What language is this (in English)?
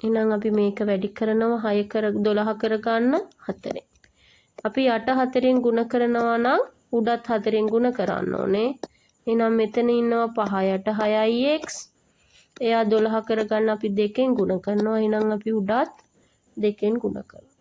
Sinhala